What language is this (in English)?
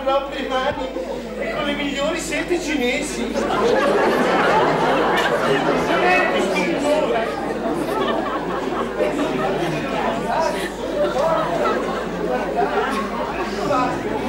Italian